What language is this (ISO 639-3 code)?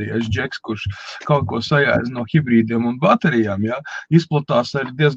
lav